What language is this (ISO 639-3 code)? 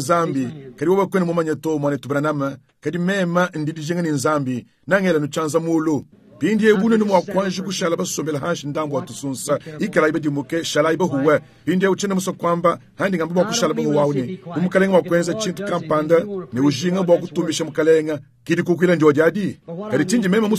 lua